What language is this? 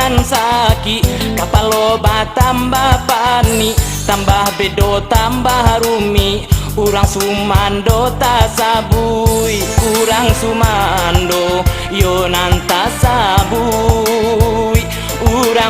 Minangkabau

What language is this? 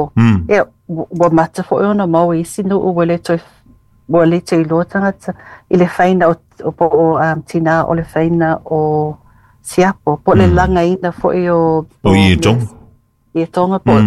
Samoan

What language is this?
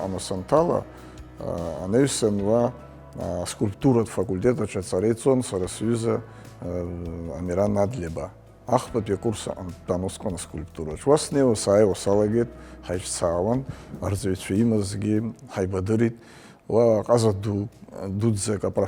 Abkhazian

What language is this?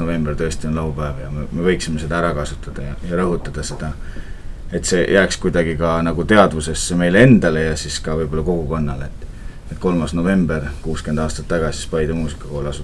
Estonian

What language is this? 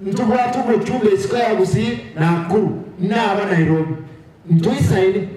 Gusii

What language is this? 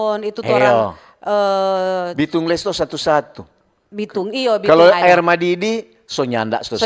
Manado Malay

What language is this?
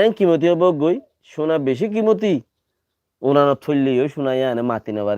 Rohingya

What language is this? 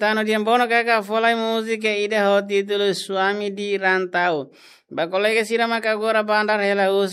Tetum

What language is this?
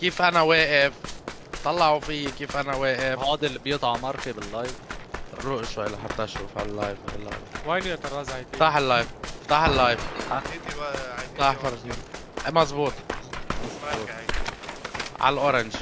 North Levantine Arabic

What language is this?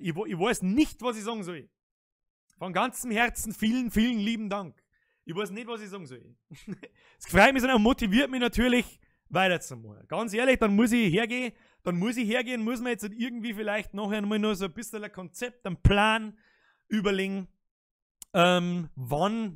Bavarian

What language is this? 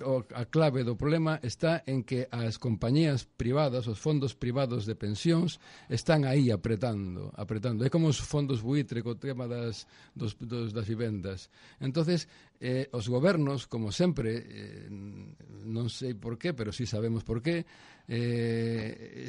Galician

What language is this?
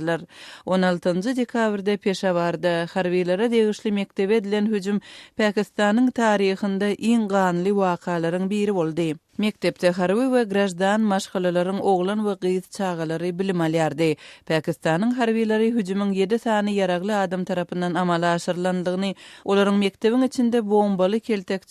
Turkmen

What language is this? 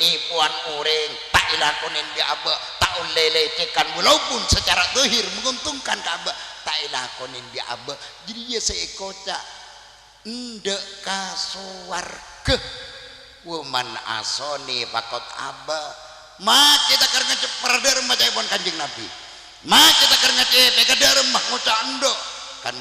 Madurese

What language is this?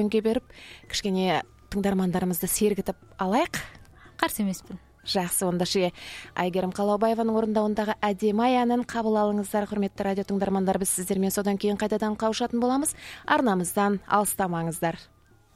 Kazakh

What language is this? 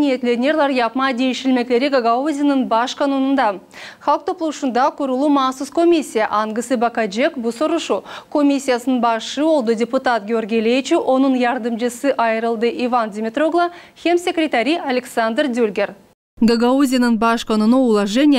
Gagauz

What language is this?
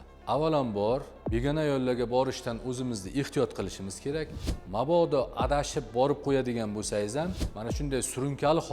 Uzbek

